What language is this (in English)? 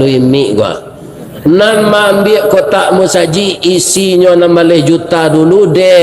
Minangkabau